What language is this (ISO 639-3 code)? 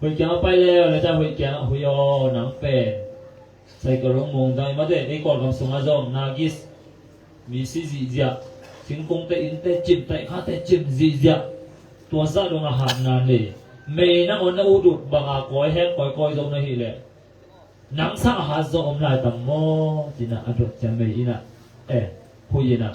ctd